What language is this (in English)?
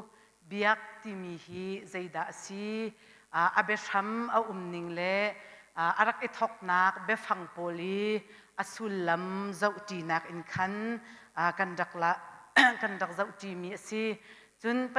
Hakha Chin